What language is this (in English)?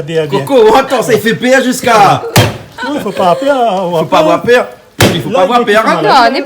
Réunion Creole French